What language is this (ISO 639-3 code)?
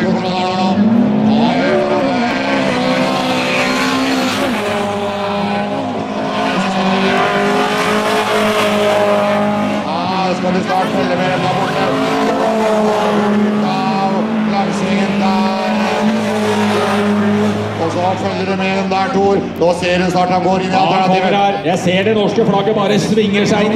nor